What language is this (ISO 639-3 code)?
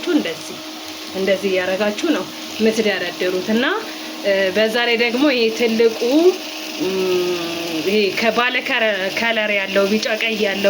amh